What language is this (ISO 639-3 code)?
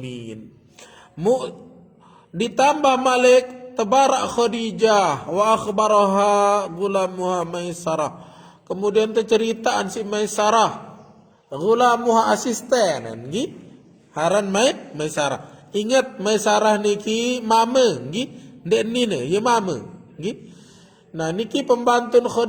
sas